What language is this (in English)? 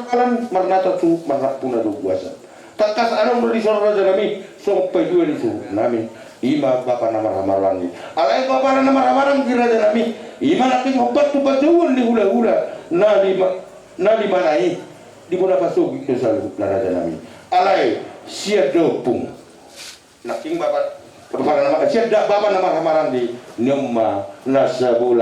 Batak Toba